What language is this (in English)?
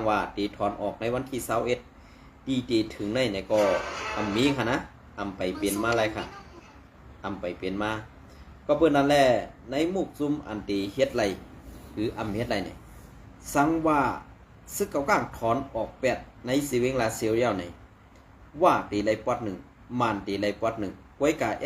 Shan